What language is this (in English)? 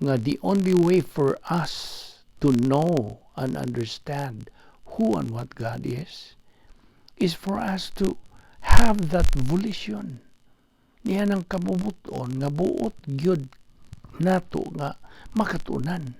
Cebuano